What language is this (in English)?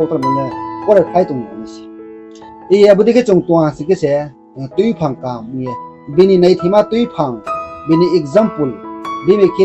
Riang (India)